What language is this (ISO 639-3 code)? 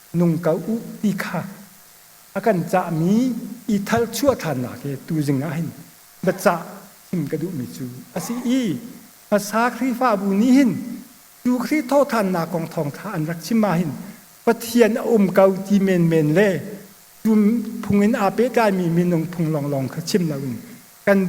cnh